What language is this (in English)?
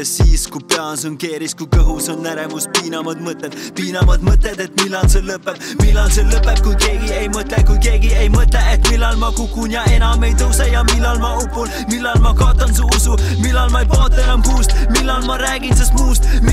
Estonian